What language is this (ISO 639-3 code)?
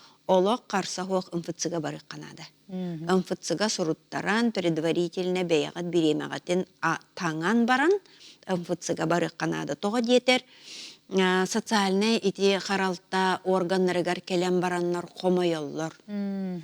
sah